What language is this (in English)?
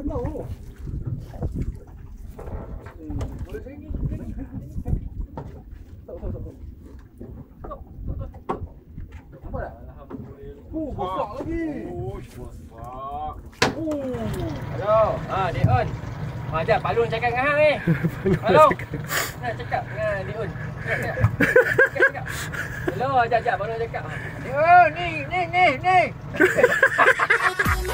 Malay